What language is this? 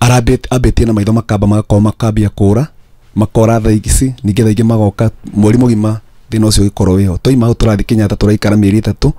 Kikuyu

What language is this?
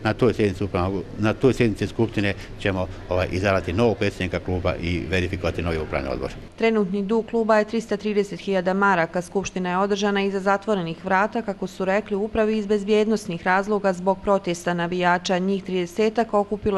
Bosnian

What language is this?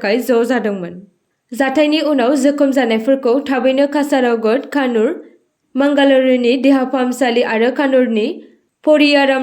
Bodo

